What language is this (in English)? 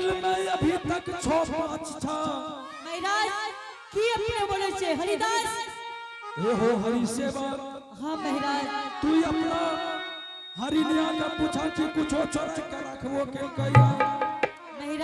Angika